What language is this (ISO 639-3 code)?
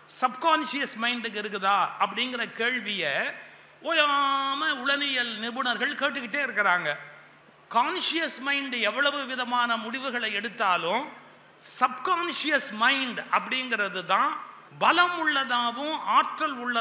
tam